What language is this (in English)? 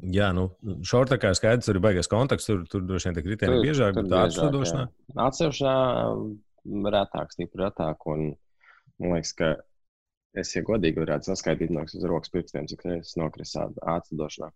Latvian